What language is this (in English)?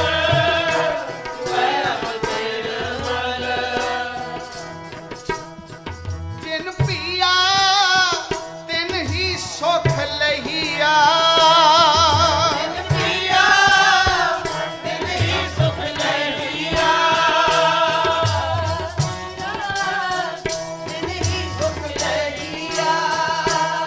Hindi